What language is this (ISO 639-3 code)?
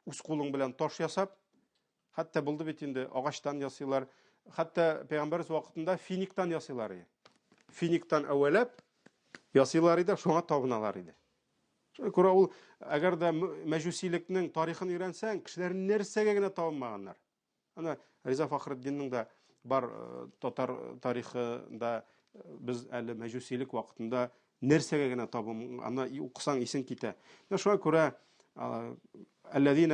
tat